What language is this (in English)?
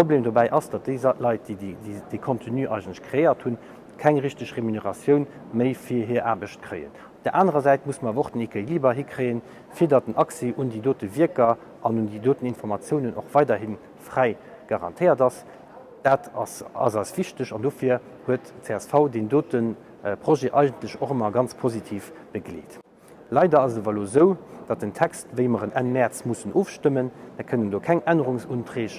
Luxembourgish